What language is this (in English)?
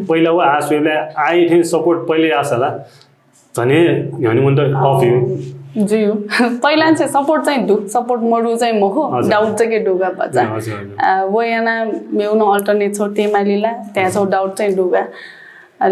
Newari